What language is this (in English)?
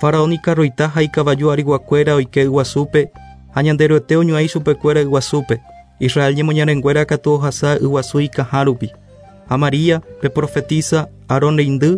Guarani